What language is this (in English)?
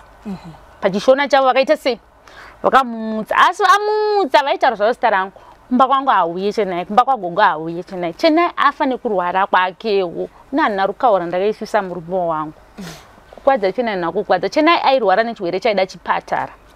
Shona